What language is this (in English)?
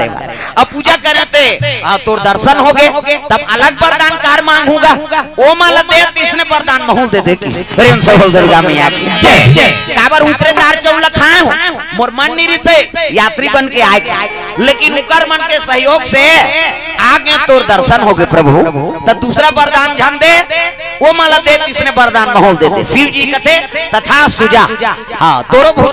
Chhattisgarhi